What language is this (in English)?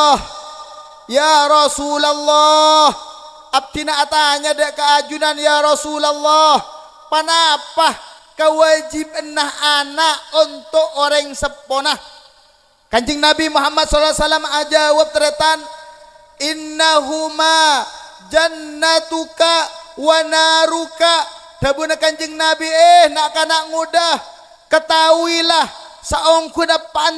Madurese